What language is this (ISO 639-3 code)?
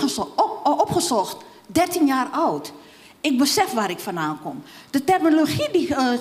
nld